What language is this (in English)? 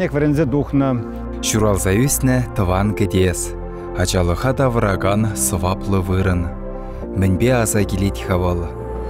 Chuvash